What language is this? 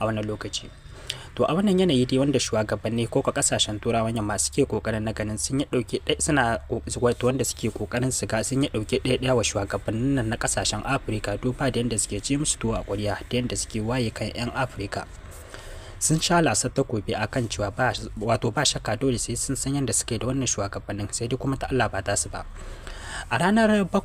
Hausa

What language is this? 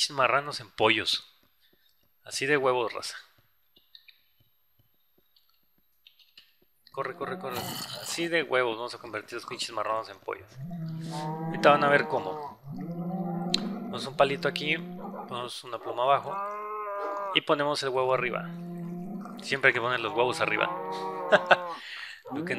Spanish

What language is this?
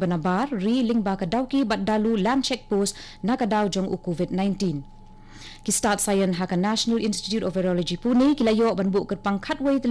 Khasi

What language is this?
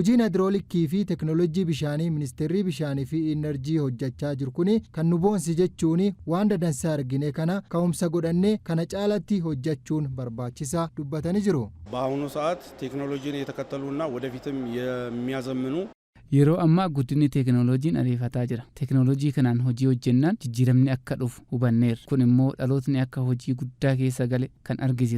Oromo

